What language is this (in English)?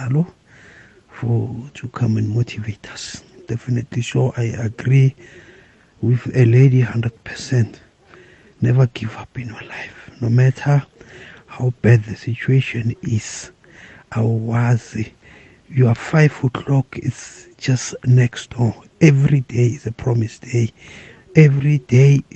South Ndebele